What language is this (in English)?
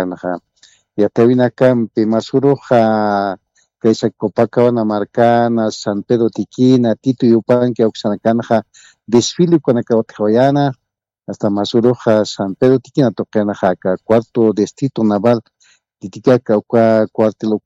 Aymara